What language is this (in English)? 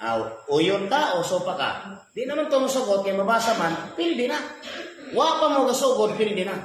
Cebuano